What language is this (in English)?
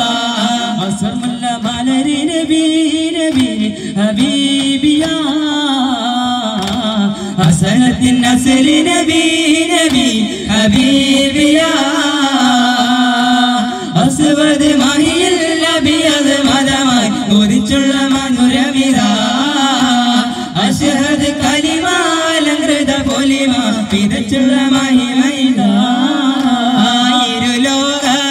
Malayalam